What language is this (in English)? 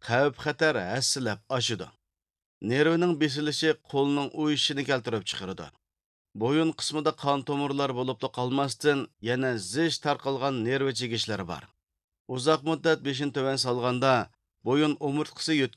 Uyghur